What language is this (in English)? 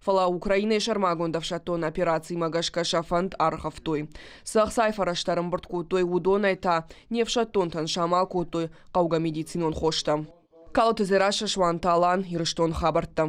Ossetic